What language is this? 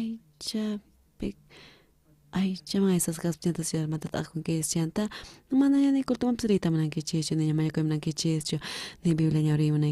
South Bolivian Quechua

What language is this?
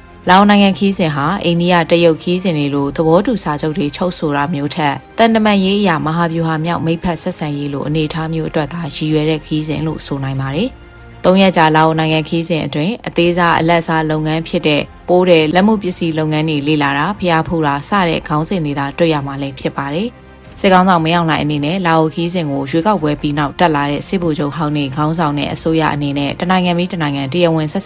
Burmese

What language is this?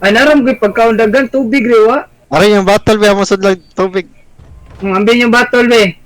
Cebuano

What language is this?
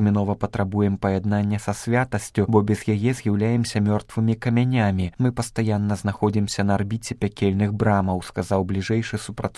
Belarusian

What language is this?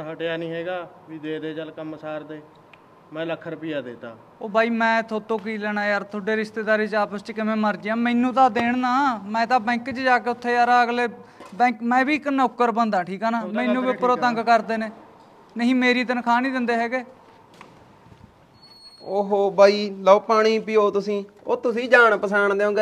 Punjabi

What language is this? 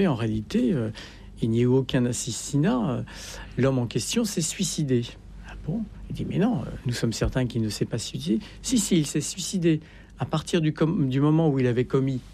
French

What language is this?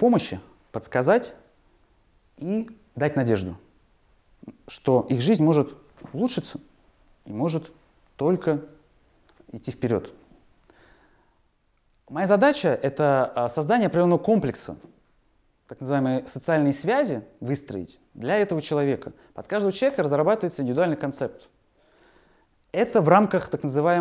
Russian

